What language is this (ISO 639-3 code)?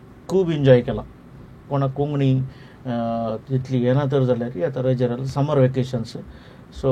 kok